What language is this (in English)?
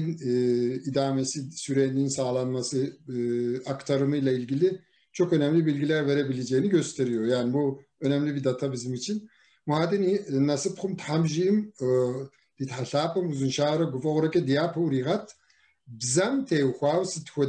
Kabardian